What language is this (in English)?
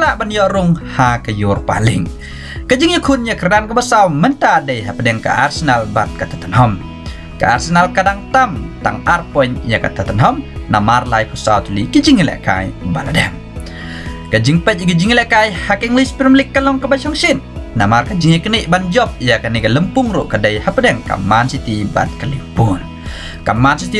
Khasi